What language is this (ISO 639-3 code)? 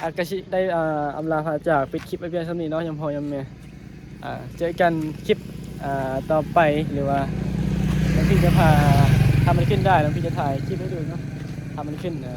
tts